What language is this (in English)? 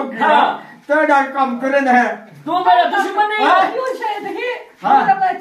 Saraiki